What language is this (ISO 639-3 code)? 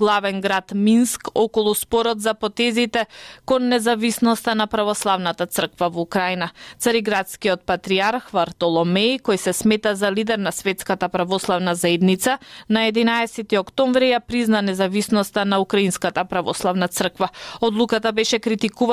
mkd